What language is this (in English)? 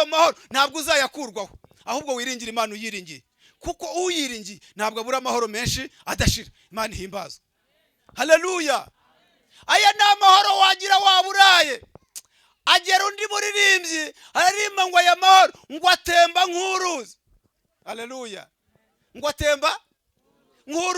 Kinyarwanda